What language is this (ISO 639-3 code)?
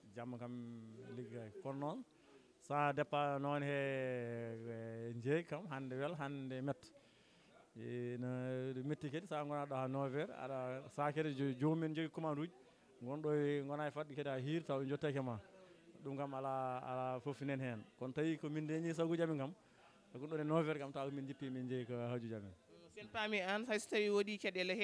ful